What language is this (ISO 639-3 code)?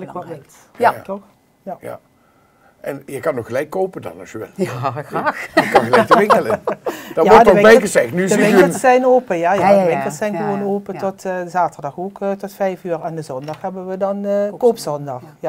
lim